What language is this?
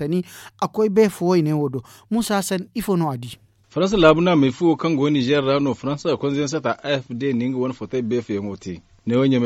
Zarma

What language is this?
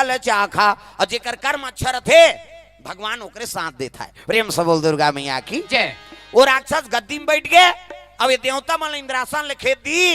Chhattisgarhi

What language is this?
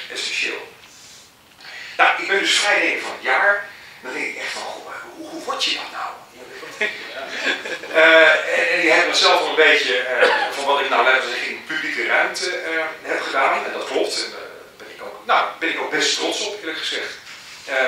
Dutch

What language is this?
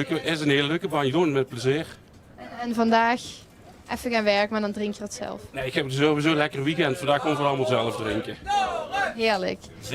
Limburgish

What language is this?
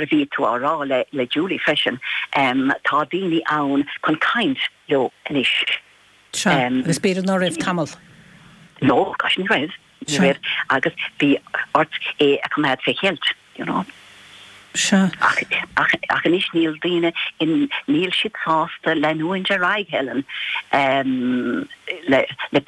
Irish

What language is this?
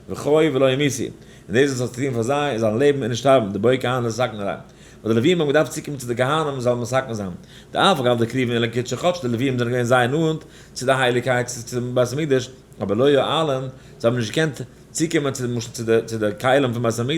Yiddish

